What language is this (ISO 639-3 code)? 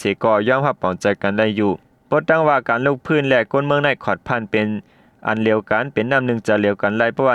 shn